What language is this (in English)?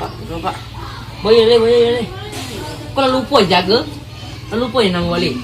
Minangkabau